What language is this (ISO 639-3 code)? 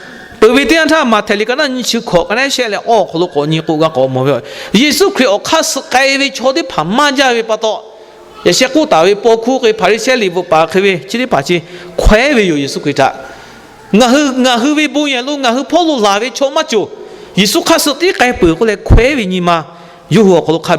lhu